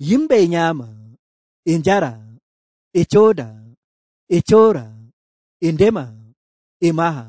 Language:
Nigerian Fulfulde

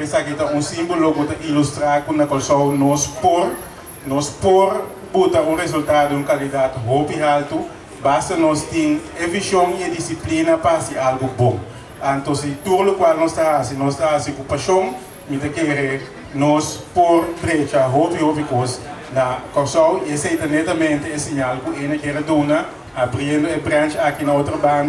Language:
Papiamento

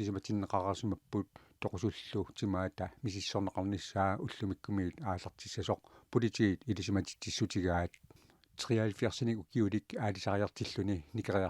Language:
Kalaallisut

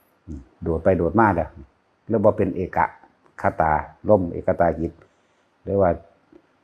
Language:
Northeastern Thai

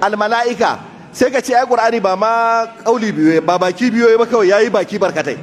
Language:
Hausa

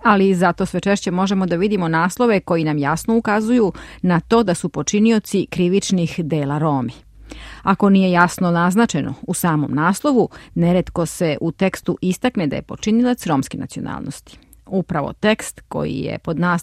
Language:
Serbian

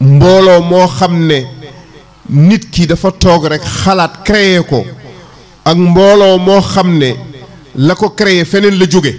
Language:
Wolof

